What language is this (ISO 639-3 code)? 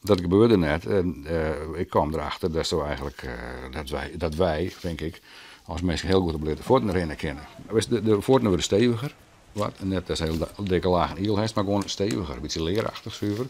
fry